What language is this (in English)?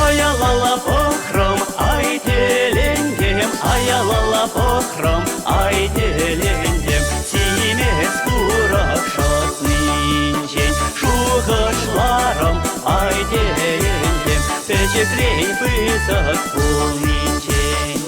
Chuvash